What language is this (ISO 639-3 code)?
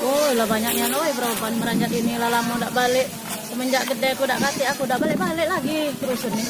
mui